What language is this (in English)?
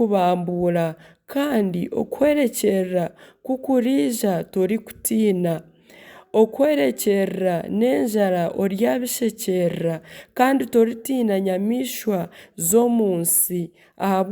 Nyankole